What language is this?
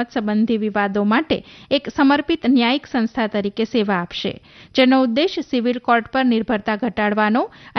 Gujarati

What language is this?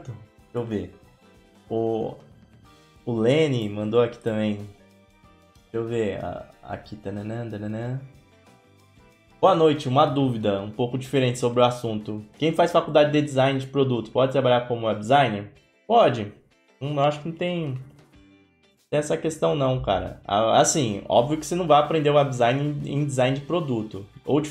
Portuguese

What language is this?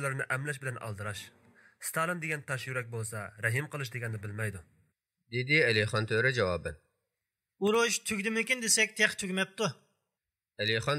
Uyghur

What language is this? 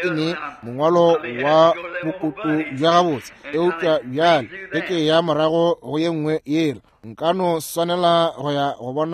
Northern Sotho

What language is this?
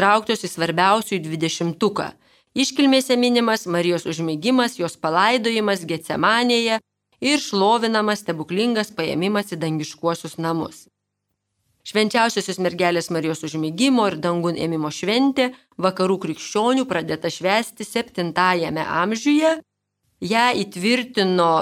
Lithuanian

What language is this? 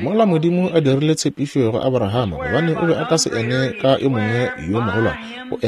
Northern Sotho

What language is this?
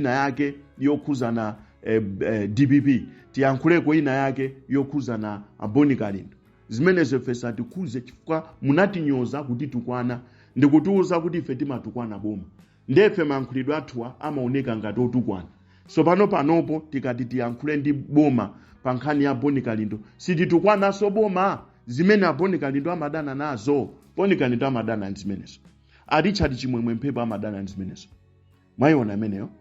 Nyanja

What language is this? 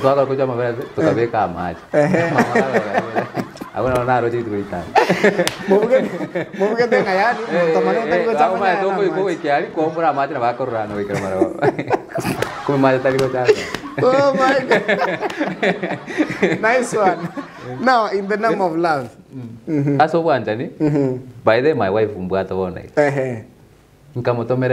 Gusii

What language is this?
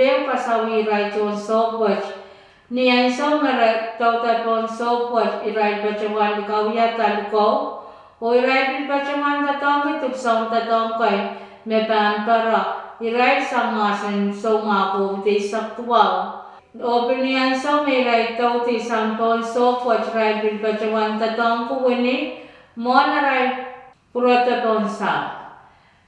Pohnpeian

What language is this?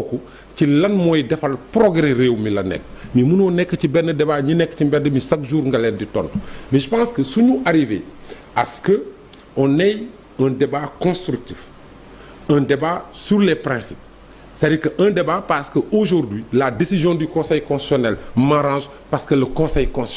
Wolof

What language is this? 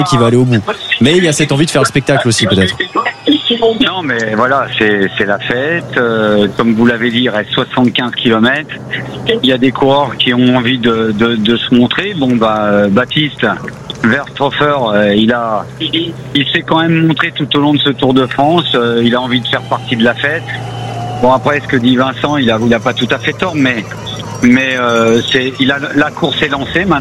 French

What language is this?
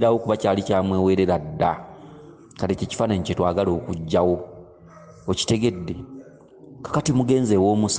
Ganda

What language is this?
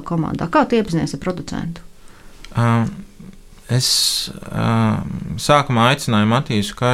Latvian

